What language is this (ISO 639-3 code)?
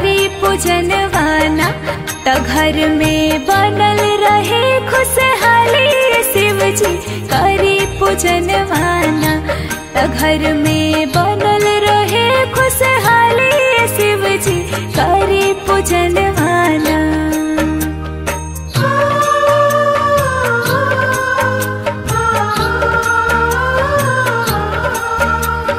bho